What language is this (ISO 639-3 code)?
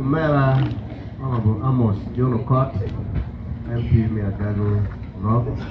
ach